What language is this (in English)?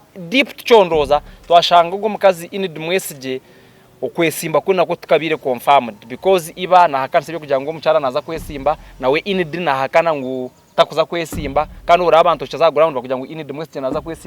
Nyankole